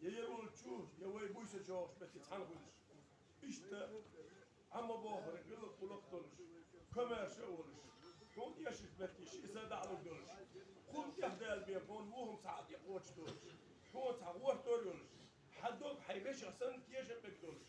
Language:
Ingush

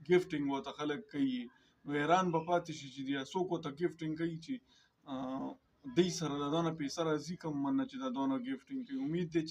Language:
Pashto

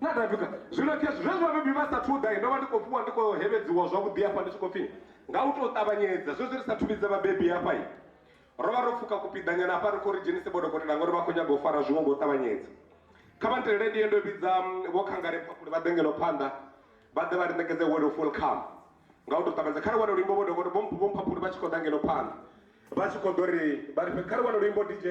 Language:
Venda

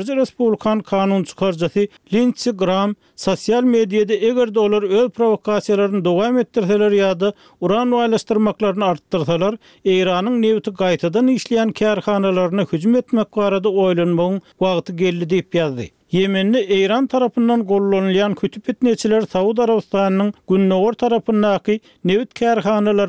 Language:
Turkmen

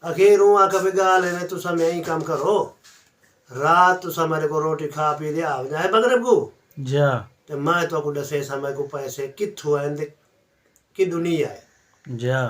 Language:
Saraiki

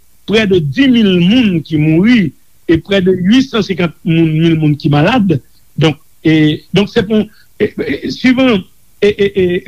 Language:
Haitian Creole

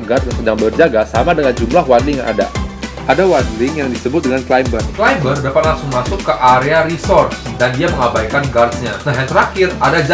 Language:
Indonesian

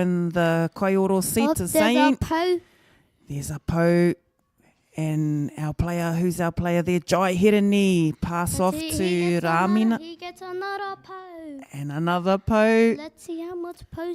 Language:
Māori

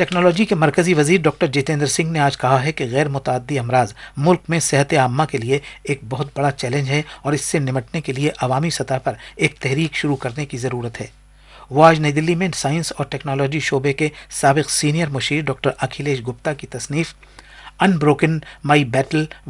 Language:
Urdu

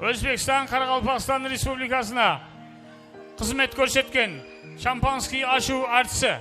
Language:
Kara-Kalpak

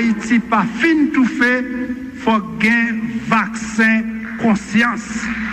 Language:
Haitian Creole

